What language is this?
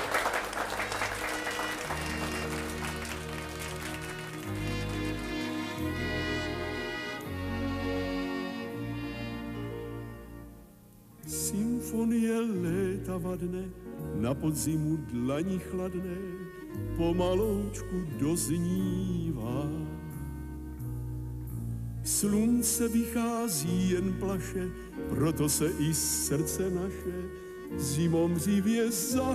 Czech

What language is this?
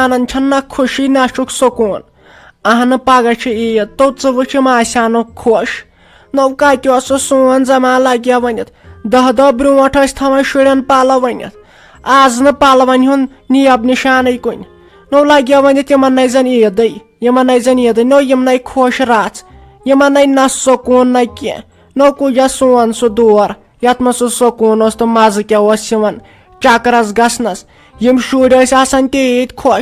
Kashmiri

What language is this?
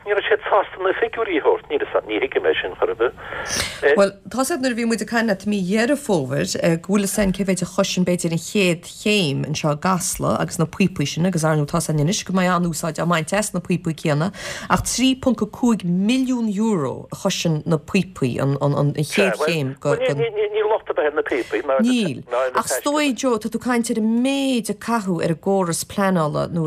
Irish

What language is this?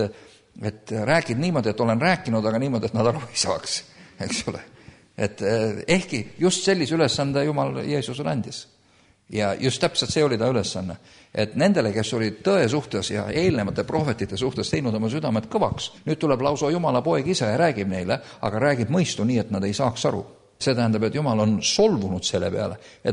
Estonian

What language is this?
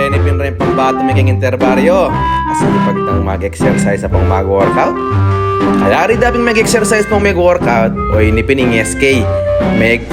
Pampanga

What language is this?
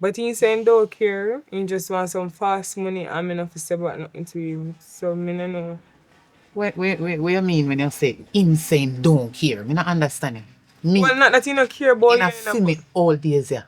Jamaican Creole English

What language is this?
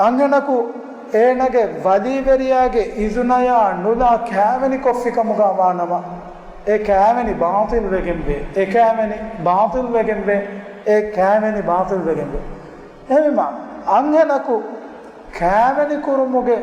Divehi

